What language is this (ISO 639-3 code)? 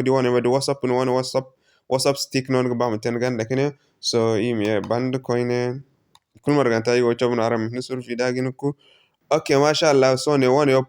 dje